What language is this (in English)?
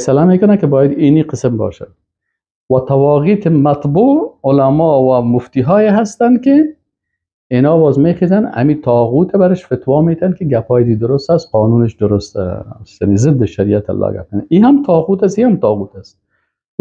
Persian